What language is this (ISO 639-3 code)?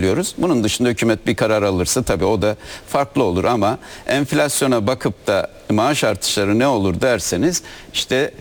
tur